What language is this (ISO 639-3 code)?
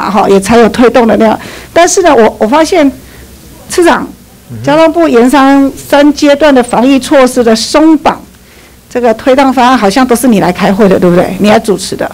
zho